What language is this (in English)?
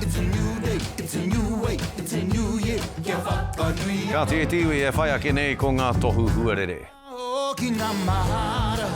Māori